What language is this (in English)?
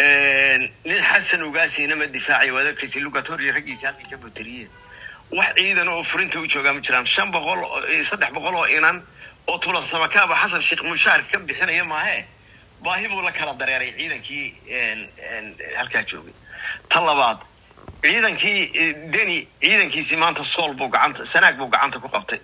Somali